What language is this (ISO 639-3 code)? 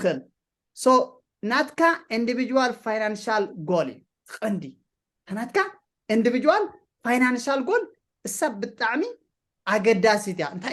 tir